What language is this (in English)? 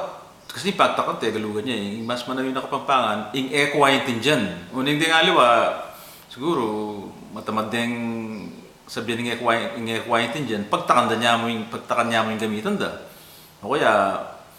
Pampanga